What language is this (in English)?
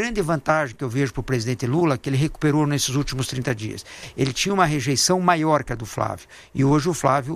Portuguese